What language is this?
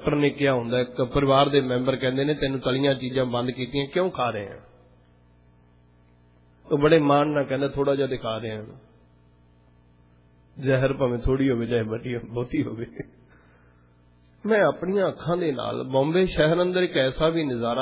Punjabi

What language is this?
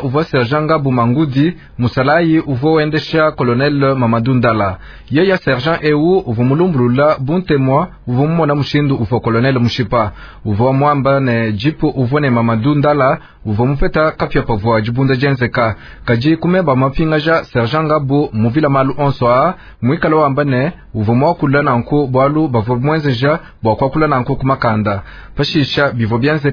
Luba-Lulua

